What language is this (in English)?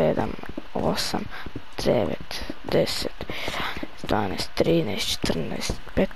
Croatian